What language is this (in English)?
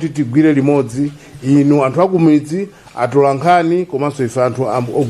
Nyanja